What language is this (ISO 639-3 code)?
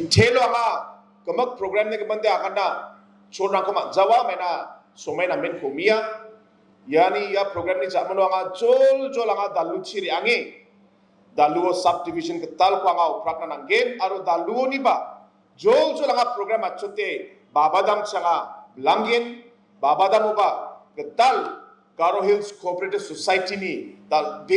grt